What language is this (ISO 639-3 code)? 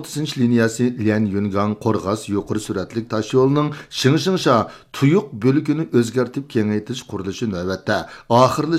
uig